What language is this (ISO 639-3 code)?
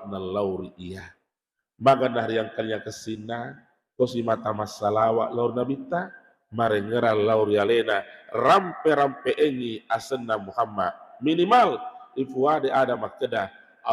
bug